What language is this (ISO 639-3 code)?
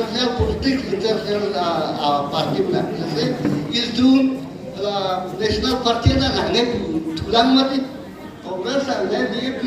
mjw